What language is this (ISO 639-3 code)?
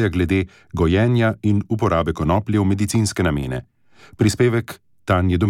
slv